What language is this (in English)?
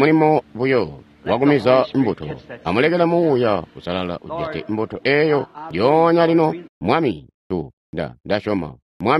Tonga (Zambia)